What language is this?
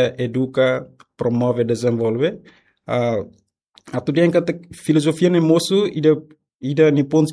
Tetum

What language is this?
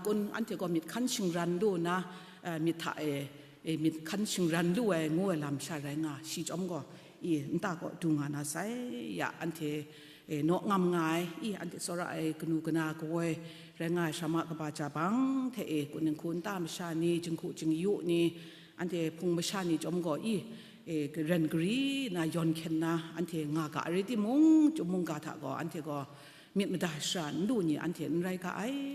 Kachin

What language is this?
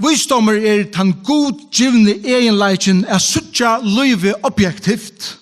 Faroese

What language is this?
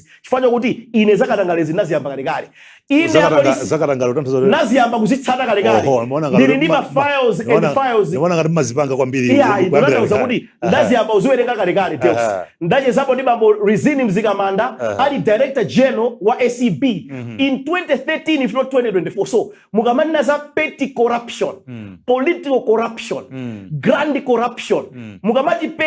Nyanja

